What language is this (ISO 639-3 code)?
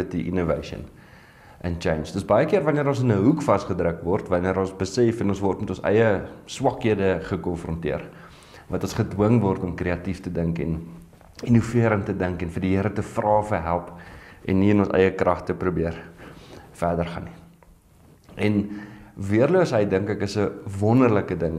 afr